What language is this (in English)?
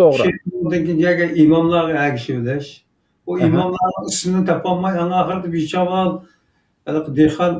Uyghur